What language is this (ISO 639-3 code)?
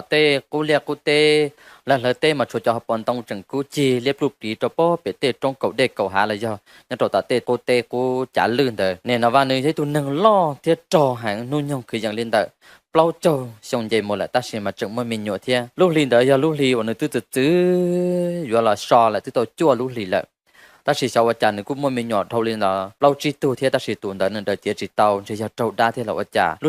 hmn